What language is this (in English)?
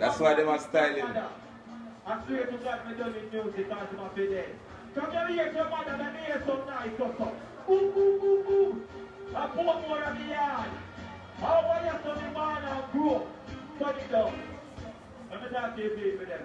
Jamaican Creole English